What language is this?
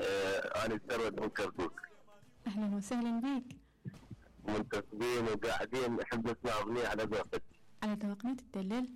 Mesopotamian Arabic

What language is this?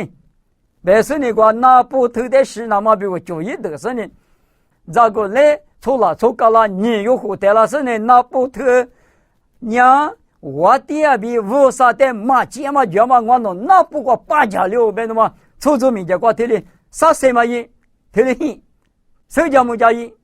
Lisu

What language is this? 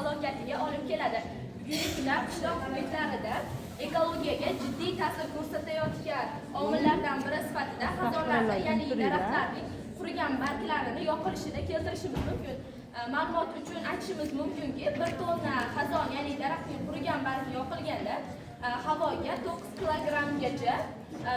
Uzbek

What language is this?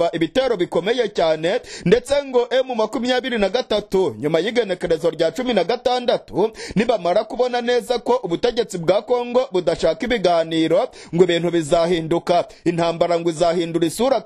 Kinyarwanda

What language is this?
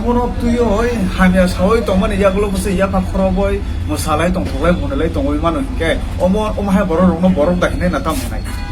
Kok Borok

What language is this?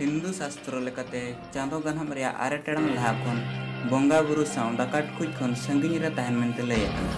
Santali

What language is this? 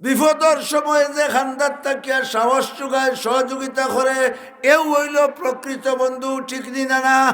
Sylheti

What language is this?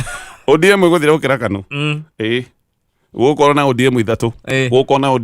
Kikuyu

